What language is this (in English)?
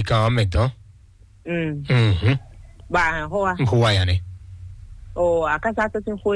Fon